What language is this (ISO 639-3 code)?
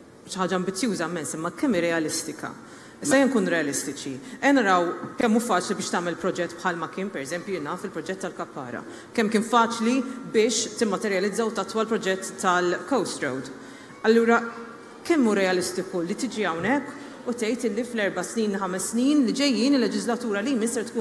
mlt